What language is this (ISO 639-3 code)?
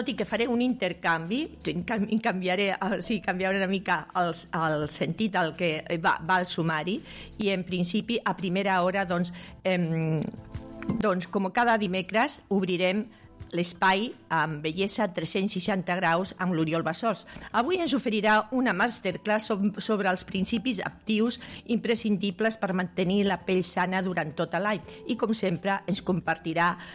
cat